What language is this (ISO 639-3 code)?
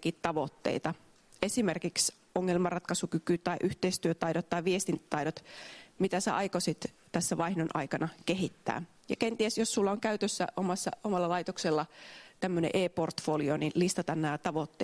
fin